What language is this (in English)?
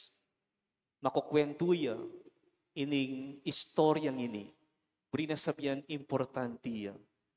Pampanga